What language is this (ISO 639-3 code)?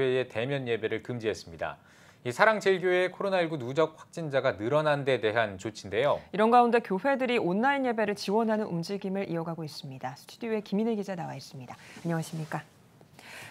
kor